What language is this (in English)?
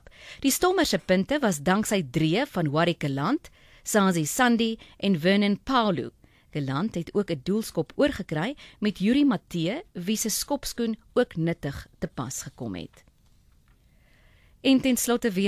Afrikaans